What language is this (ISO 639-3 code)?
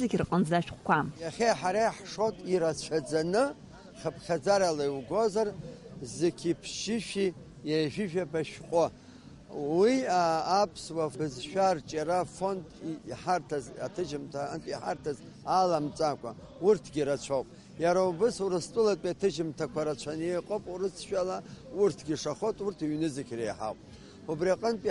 abk